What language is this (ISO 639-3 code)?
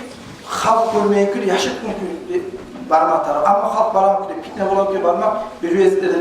kum